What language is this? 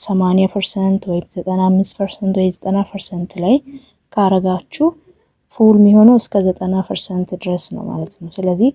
Amharic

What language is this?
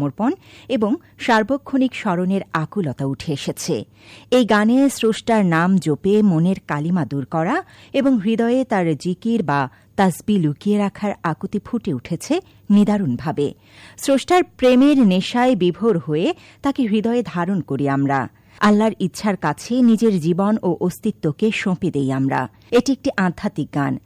Bangla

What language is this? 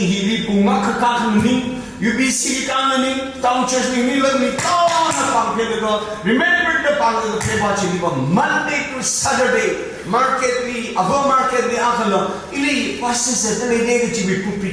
Tangkhul Naga (India)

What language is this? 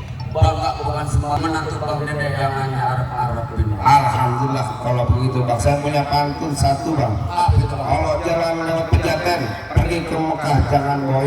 Betawi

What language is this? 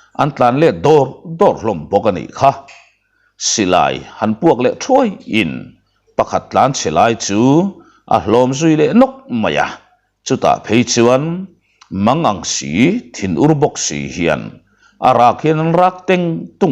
Mizo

